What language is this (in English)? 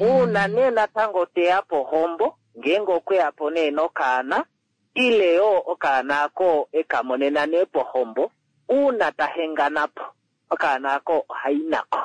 Kuanyama